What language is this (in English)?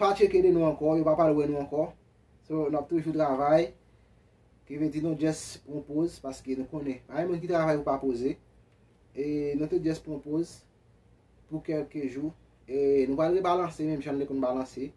Haitian Creole